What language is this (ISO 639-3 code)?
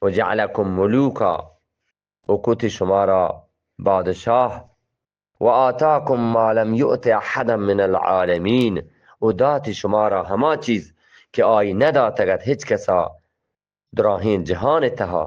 bgp